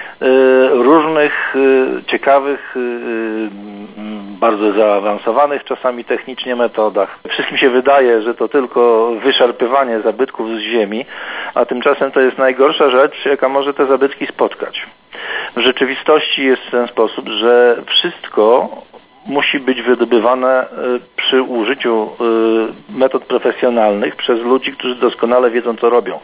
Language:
Polish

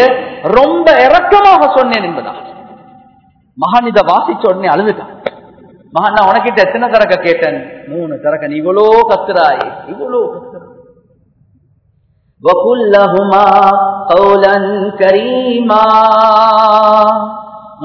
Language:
Tamil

